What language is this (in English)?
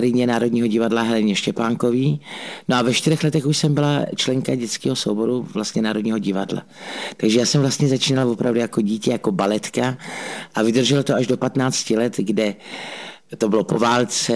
Czech